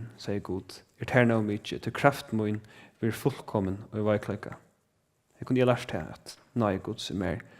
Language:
Faroese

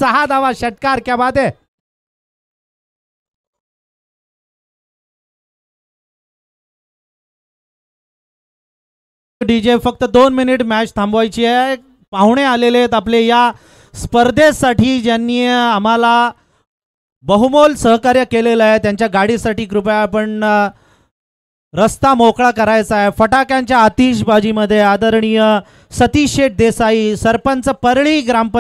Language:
Marathi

